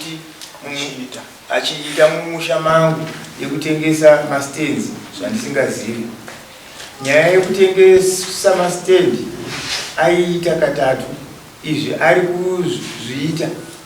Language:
Shona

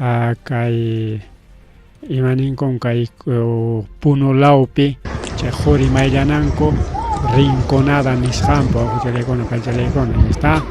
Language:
Ayacucho Quechua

